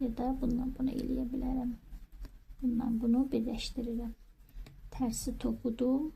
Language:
Azerbaijani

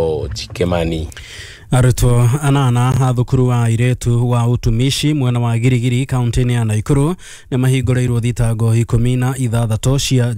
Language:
Kikuyu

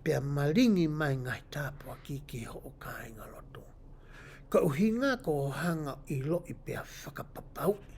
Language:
Tongan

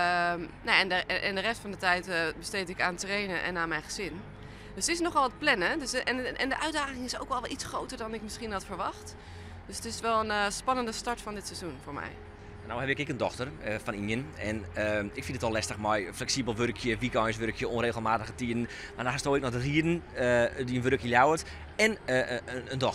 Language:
Western Frisian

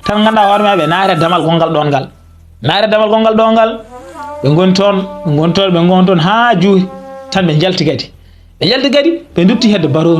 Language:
Fula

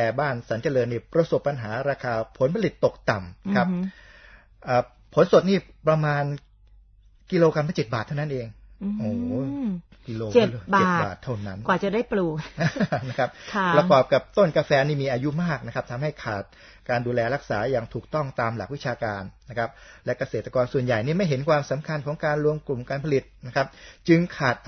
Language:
Thai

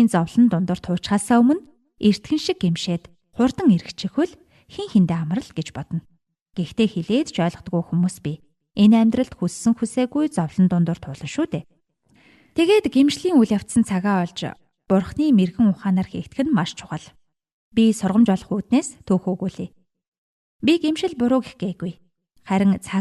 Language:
Mongolian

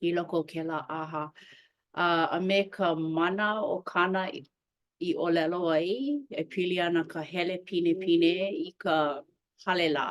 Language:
Hawaiian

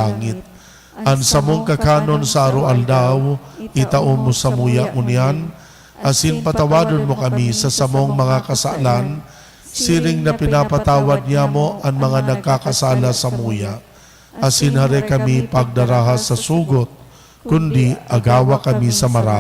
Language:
Bikol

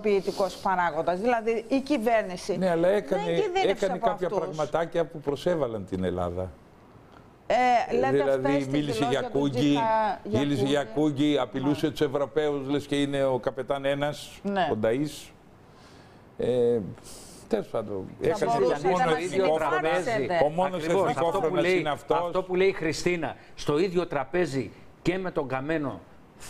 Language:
Greek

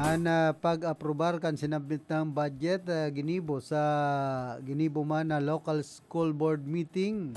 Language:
Bikol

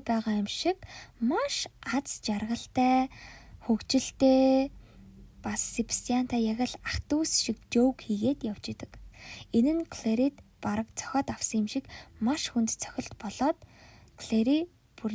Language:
Mongolian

